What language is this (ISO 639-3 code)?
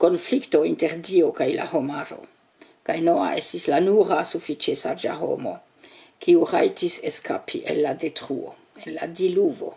epo